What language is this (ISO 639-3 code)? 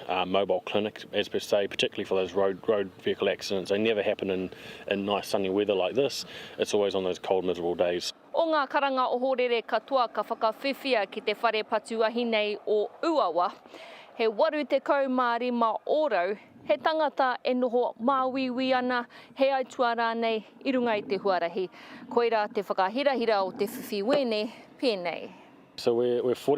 mri